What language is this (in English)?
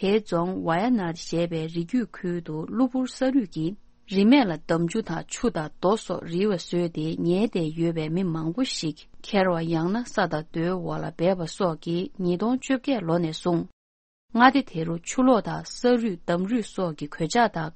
Tibetan